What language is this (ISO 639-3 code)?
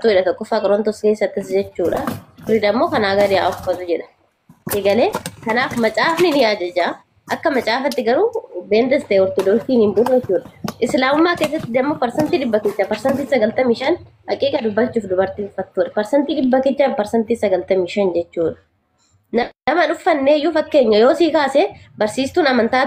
orm